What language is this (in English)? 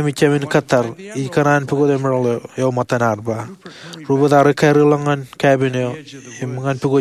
Marshallese